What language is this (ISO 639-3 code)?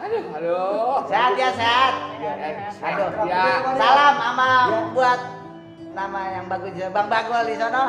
bew